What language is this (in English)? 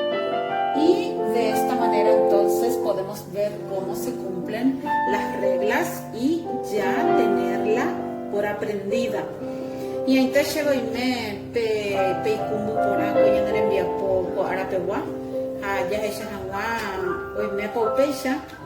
Guarani